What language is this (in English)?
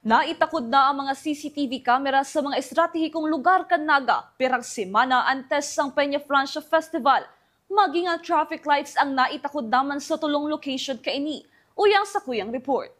Bikol